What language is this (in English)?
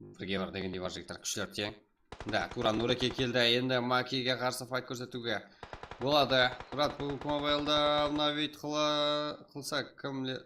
Kara-Kalpak